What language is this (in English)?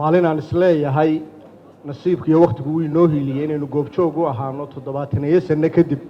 Somali